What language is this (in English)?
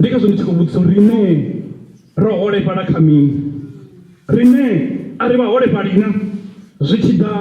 Venda